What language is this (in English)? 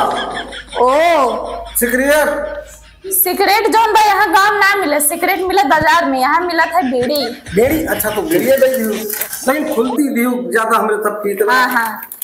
Awadhi